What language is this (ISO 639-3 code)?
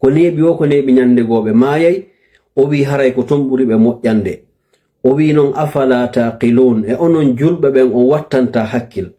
ful